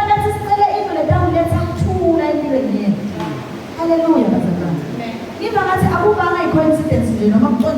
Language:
Zulu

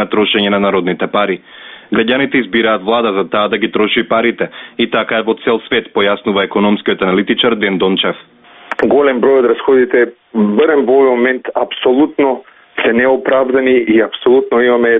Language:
Macedonian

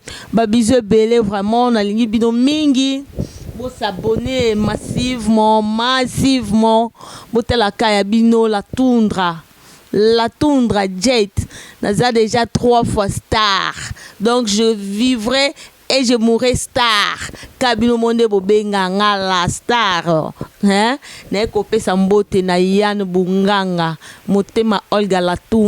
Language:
Lingala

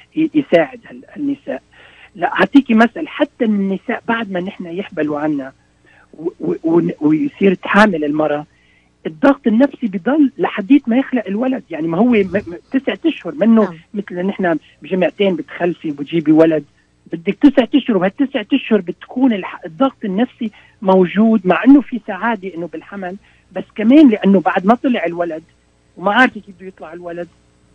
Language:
North Levantine Arabic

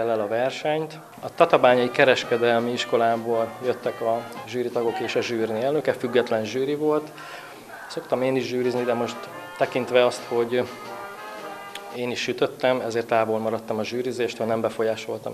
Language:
Hungarian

